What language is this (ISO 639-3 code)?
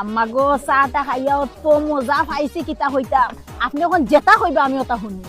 syl